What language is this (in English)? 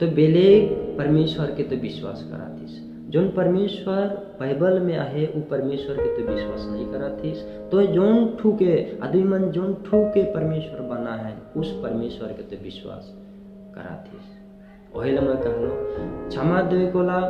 Sadri